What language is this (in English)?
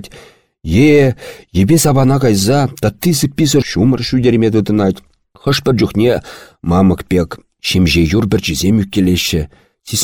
Chuvash